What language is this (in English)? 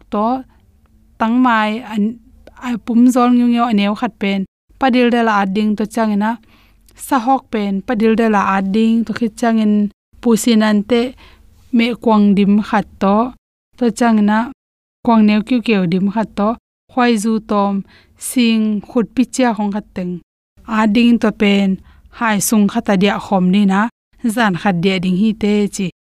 Tedim Chin